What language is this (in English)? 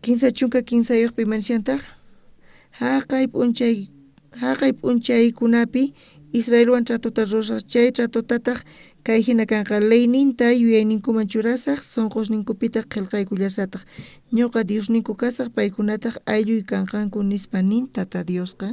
South Bolivian Quechua